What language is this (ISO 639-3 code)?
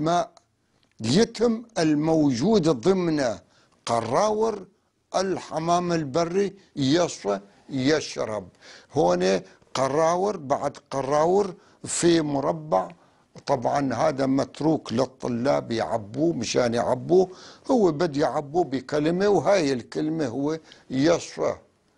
apc